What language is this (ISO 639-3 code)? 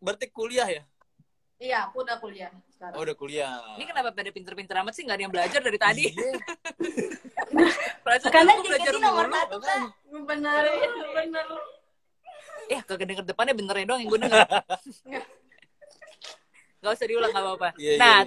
ind